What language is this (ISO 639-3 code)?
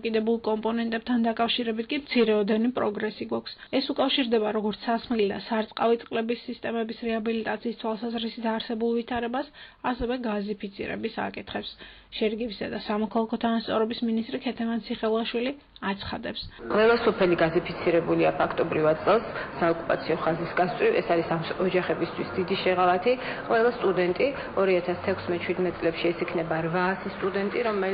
kat